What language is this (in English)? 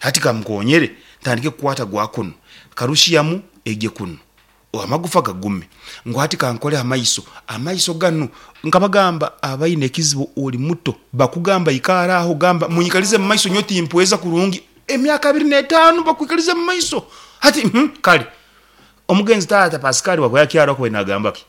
Nyankole